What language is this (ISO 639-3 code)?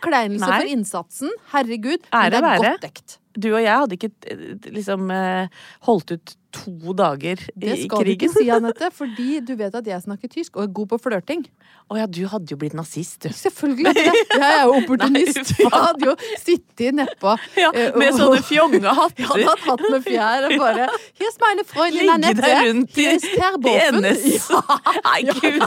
nor